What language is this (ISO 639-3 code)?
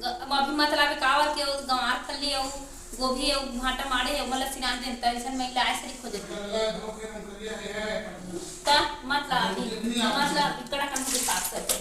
hne